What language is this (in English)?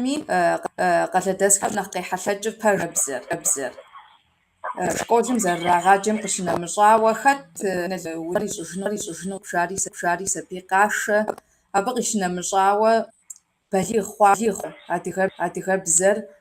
Kabardian